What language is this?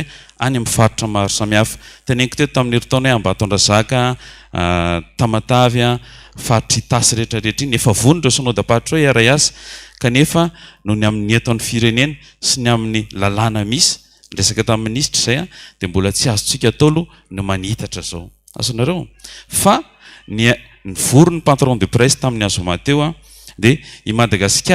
Malagasy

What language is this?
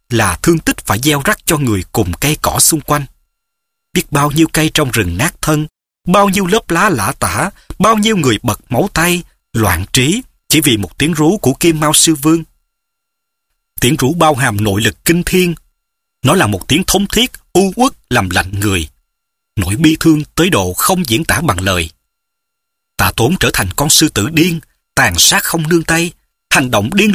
Vietnamese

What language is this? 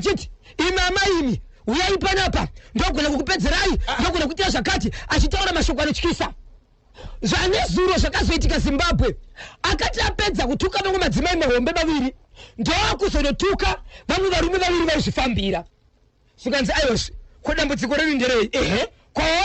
Shona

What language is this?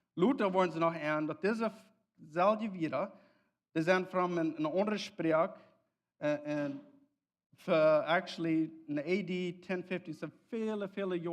Plautdietsch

